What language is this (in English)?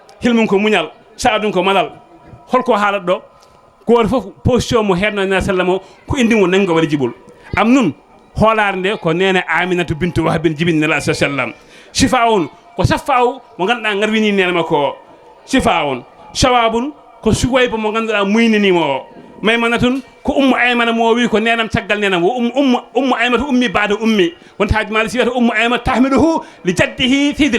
Fula